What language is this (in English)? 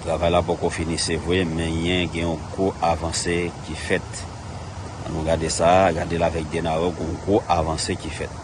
Haitian Creole